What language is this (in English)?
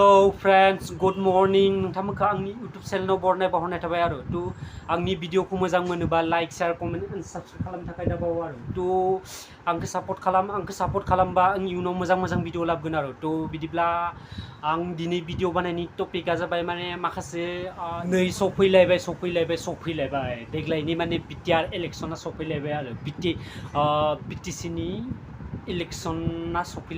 Bodo